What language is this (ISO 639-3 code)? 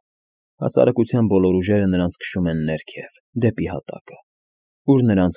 hye